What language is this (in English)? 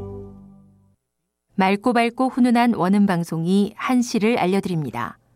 Korean